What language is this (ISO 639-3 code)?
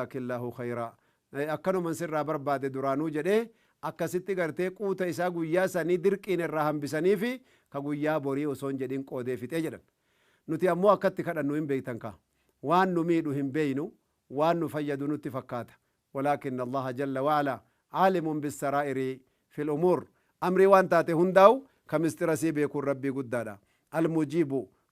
orm